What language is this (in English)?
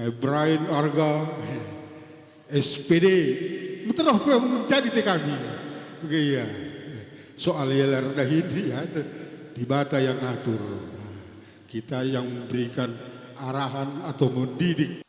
Batak Karo